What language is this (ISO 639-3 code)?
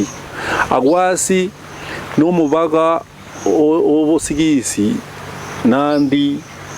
guz